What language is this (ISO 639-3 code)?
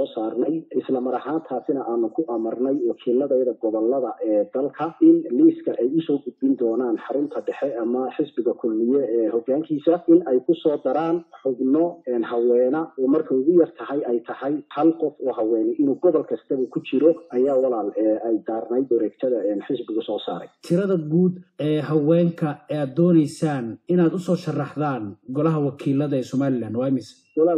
som